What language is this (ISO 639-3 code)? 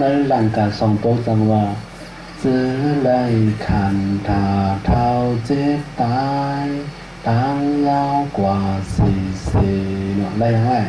shn